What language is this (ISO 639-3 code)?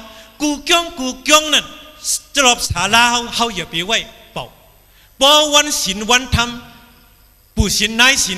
shn